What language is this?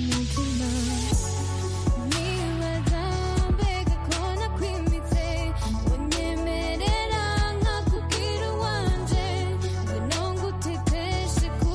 Kinyarwanda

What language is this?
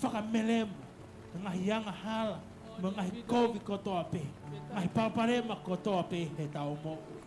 Tongan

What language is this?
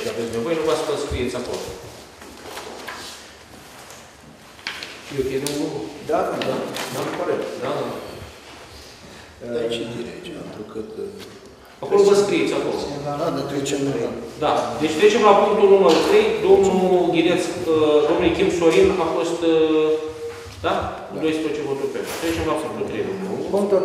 Romanian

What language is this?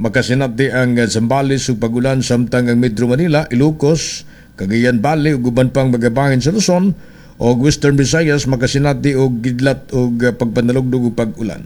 Cebuano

